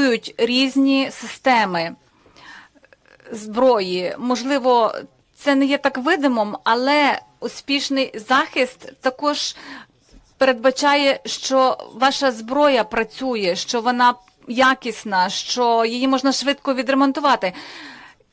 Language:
Ukrainian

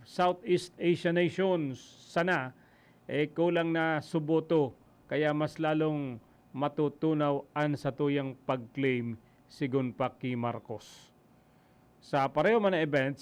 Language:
Bikol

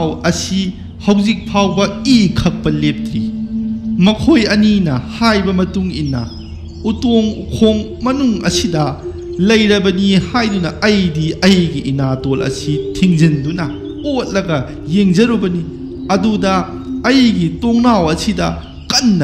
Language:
Manipuri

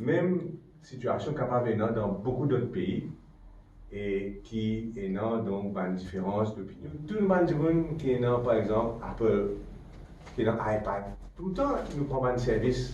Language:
Morisyen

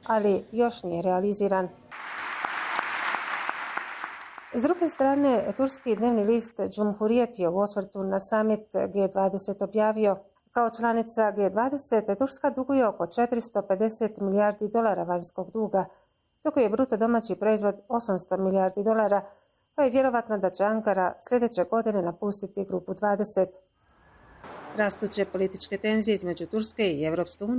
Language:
Bosnian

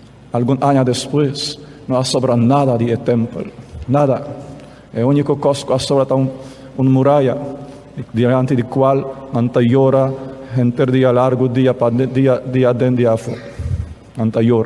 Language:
Papiamento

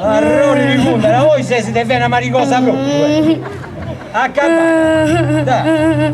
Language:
Sardinian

